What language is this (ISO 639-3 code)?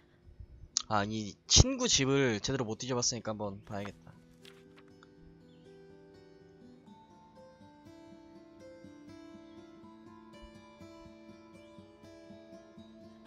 kor